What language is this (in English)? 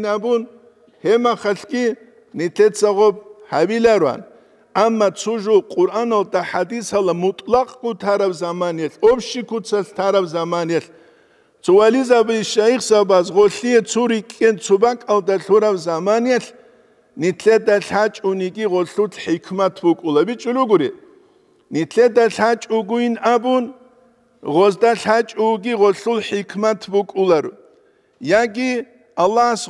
Avaric